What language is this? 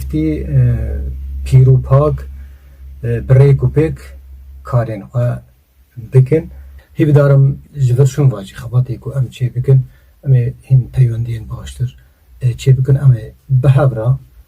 Kurdish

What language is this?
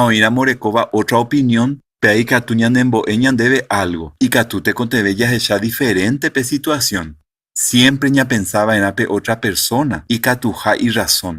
Guarani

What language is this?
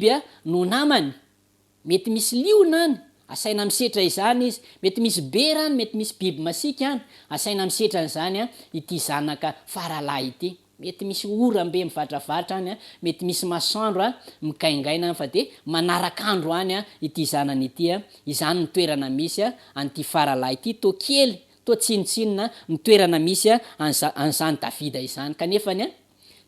Malagasy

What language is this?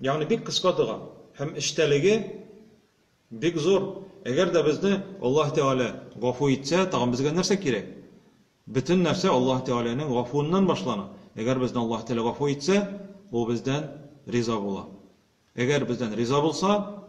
Tatar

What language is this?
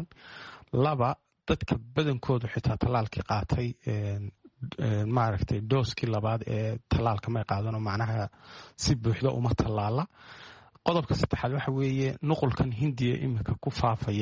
Somali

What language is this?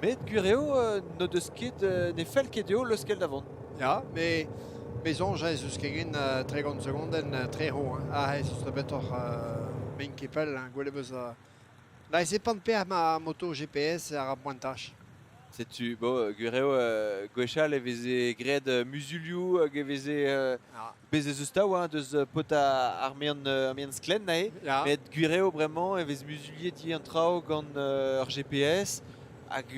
Breton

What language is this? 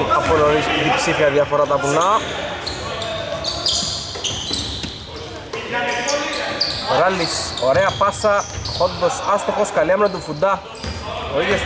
Greek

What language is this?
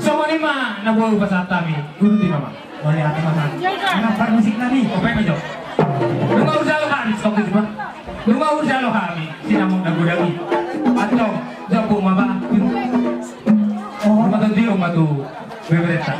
Batak Toba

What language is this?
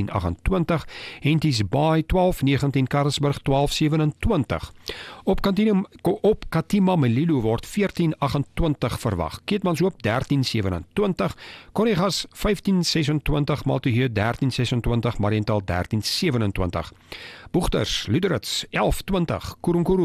Afrikaans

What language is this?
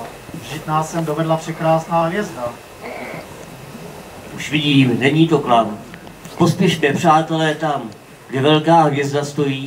Czech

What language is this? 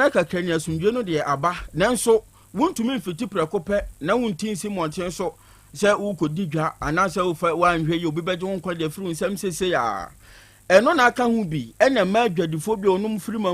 Akan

